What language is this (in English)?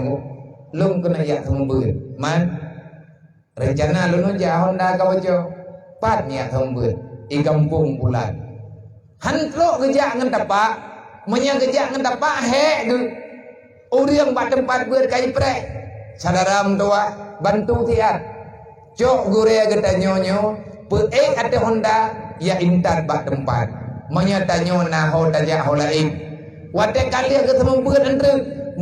Achinese